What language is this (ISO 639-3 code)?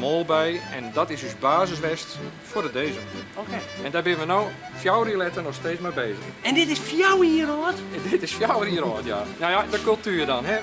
fry